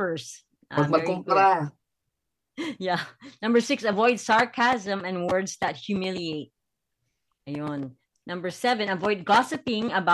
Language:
Filipino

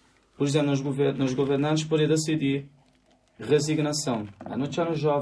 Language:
Kabuverdianu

